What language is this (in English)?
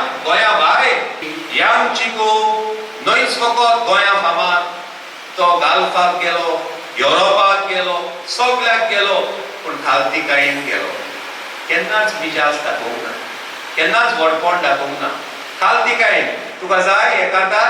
Konkani